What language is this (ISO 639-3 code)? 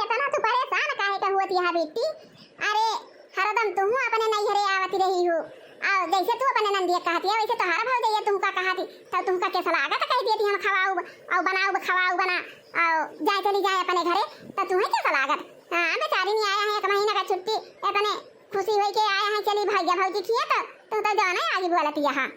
awa